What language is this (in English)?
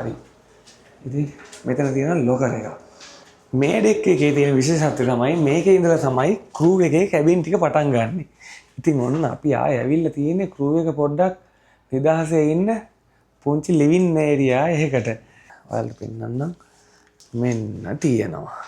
Sinhala